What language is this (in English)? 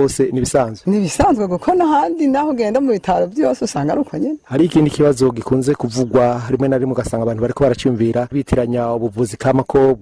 Rundi